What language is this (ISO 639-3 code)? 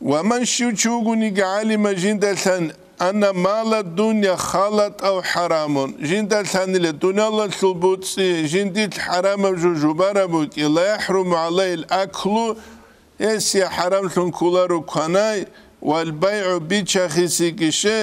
ava